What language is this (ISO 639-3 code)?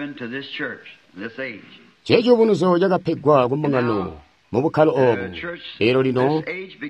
toi